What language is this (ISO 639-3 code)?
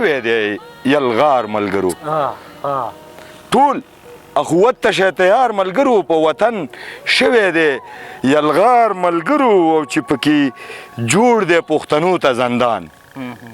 pus